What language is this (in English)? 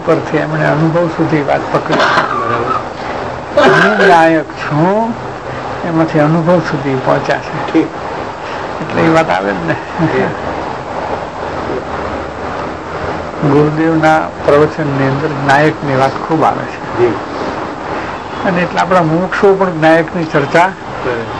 Gujarati